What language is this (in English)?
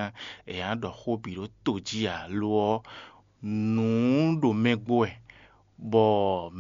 Fon